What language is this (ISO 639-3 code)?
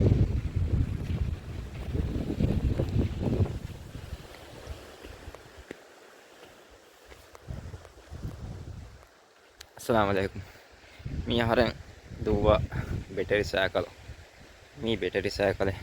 div